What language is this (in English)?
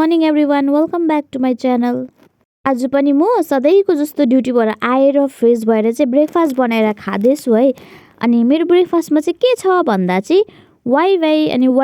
Nepali